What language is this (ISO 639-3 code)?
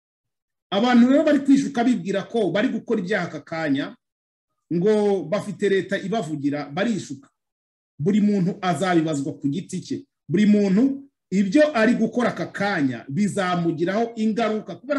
kin